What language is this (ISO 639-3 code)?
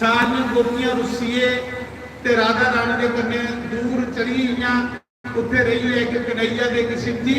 doi